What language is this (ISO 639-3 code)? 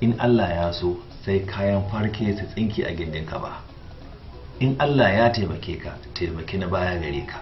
hau